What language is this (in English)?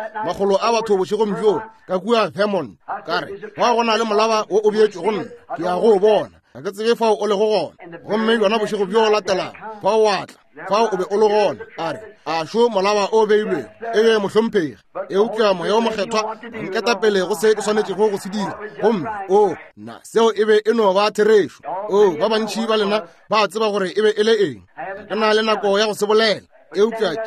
Northern Sotho